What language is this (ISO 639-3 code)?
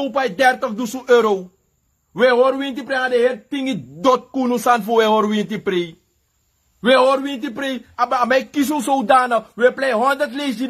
srn